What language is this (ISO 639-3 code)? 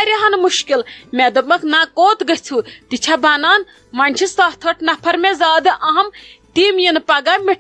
kas